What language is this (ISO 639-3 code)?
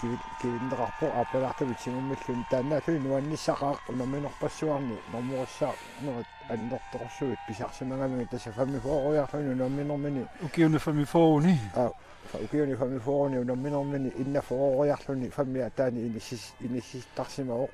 kal